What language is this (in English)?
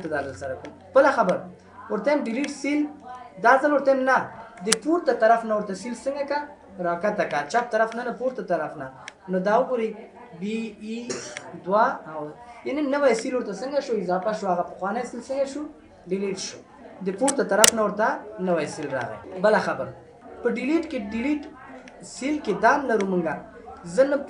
Pashto